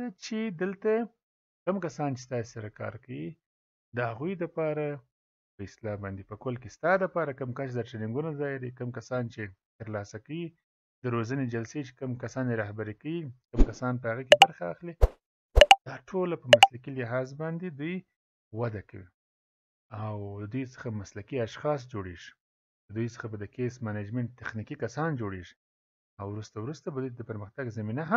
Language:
Pashto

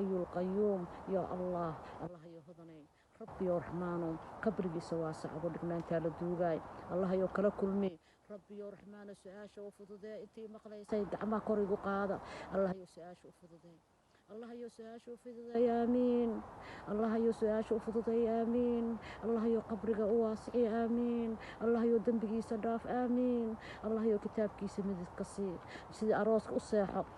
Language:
Somali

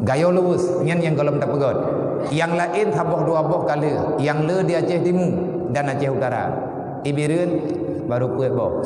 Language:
Achinese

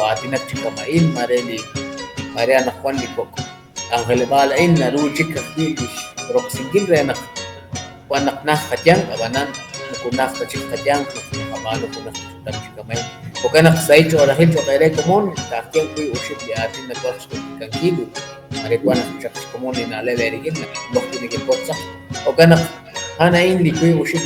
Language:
Kekchí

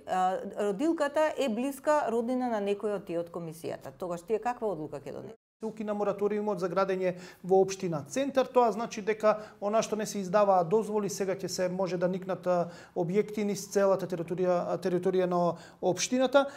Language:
Macedonian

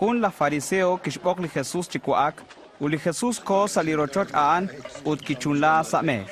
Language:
Kekchí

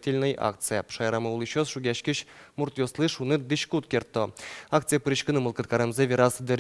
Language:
Udmurt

